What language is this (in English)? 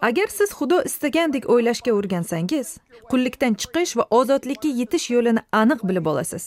Uzbek